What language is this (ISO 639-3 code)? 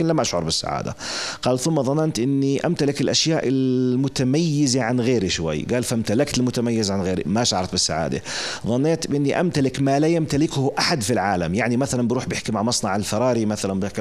apc